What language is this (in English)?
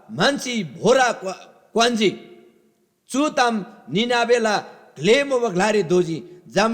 Eastern Tamang